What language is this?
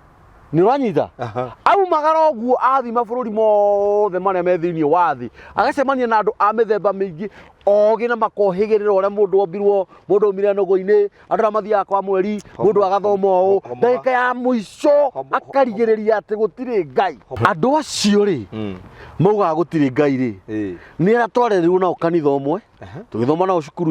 Kikuyu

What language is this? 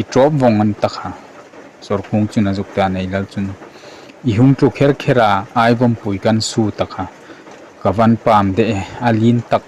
Hmar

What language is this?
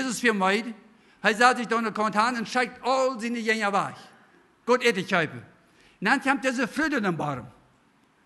Plautdietsch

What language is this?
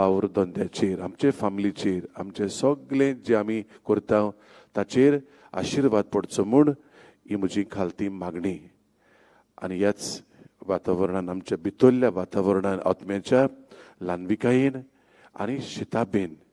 Konkani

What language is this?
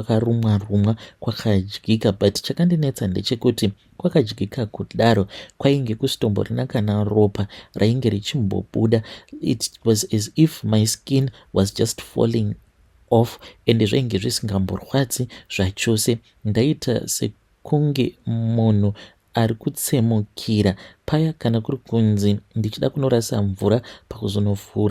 Shona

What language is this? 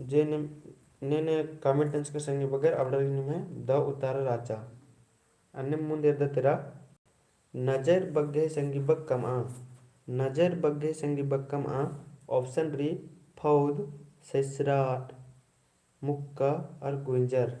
Kurukh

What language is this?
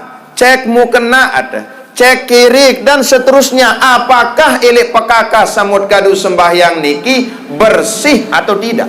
Sasak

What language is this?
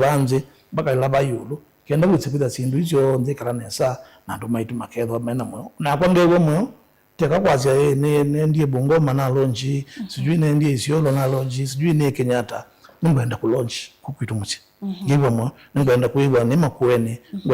Kamba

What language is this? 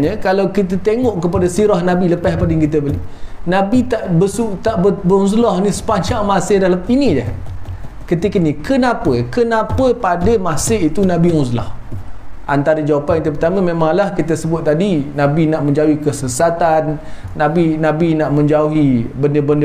Malay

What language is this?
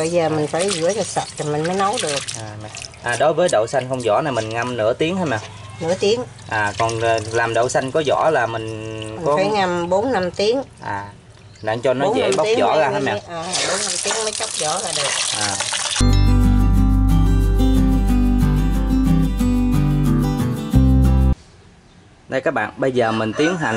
Vietnamese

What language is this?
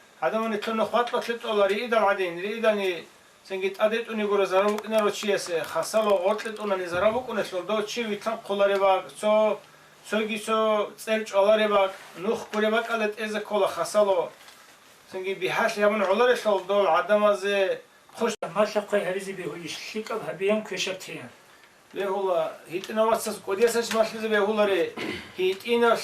Avaric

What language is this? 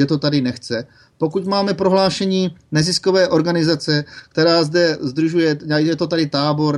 Czech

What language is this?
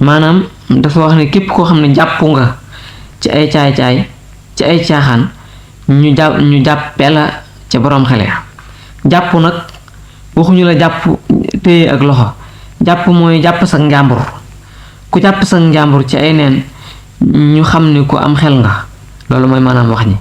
Wolof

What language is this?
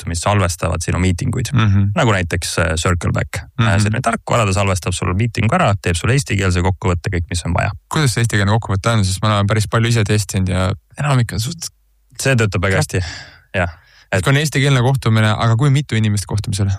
Estonian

